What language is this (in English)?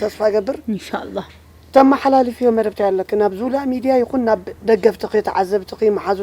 Tigrinya